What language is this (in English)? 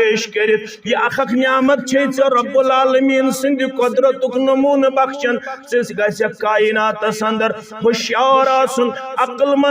Kashmiri